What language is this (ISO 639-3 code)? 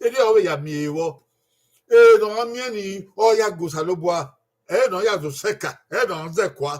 bin